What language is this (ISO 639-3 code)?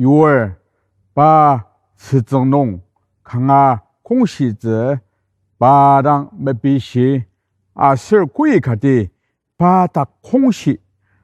njo